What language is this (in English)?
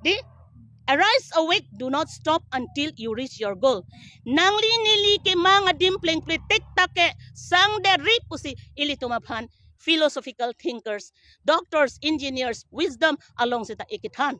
Karbi